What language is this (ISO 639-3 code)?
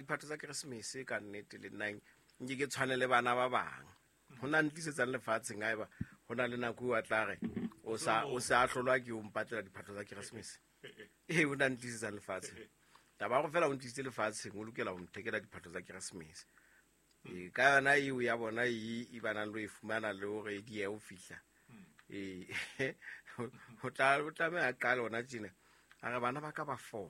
sot